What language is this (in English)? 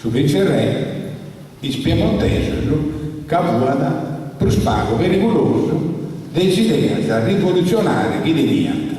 Sardinian